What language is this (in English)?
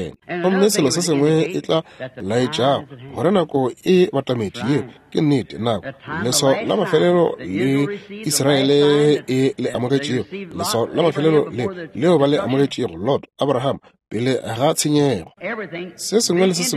Northern Sotho